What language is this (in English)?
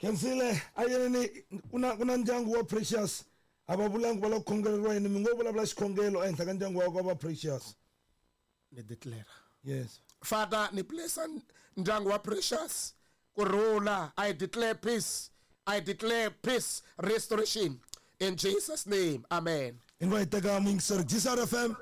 Tsonga